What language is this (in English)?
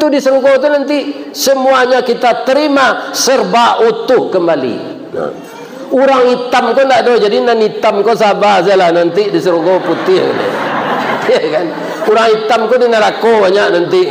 Minangkabau